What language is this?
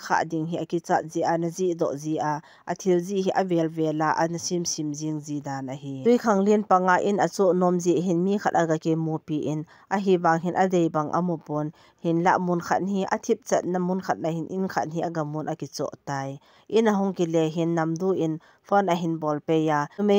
Thado Chin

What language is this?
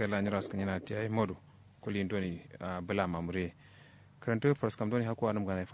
Kanuri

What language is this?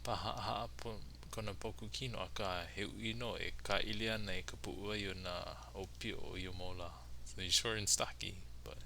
Hawaiian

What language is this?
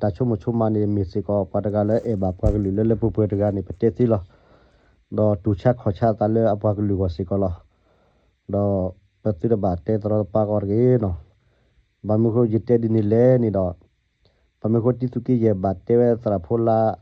S'gaw Karen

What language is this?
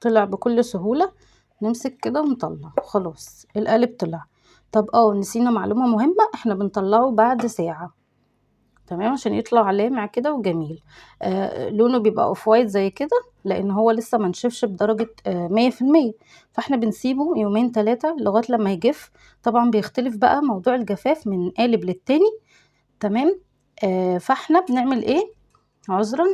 Egyptian Arabic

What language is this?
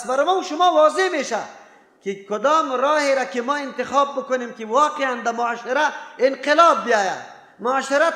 Persian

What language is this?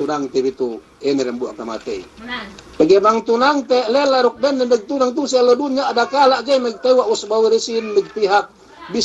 Yakan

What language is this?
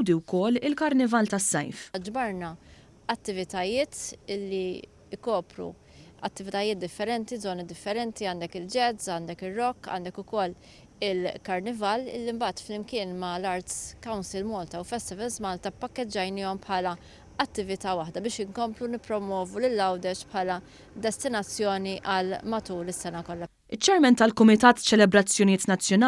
Maltese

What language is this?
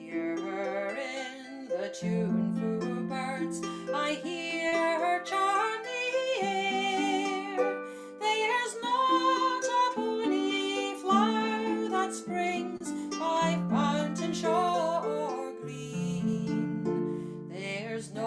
Scots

